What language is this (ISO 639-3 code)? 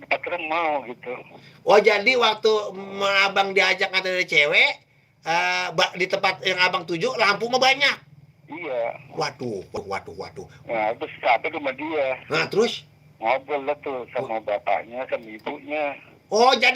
bew